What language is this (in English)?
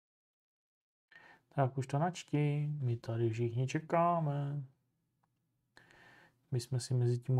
Czech